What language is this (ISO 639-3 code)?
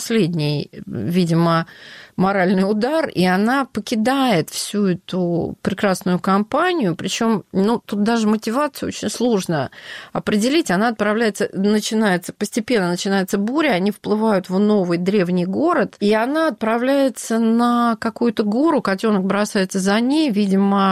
rus